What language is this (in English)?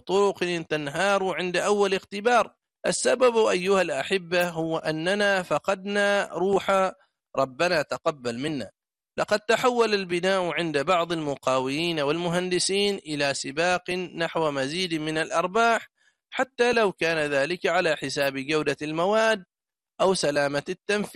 Arabic